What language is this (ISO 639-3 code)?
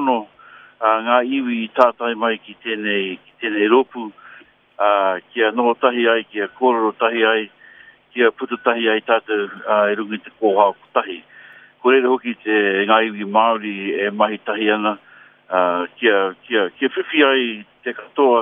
mri